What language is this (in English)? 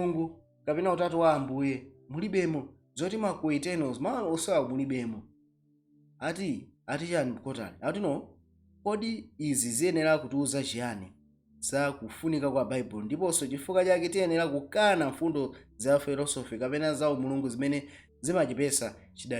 Nyanja